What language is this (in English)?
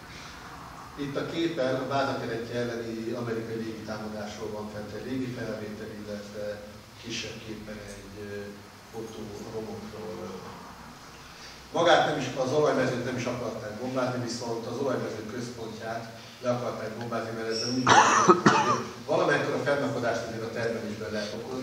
Hungarian